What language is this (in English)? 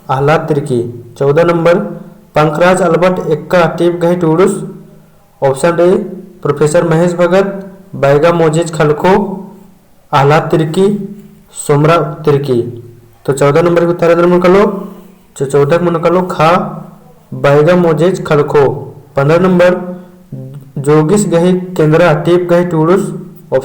Kurukh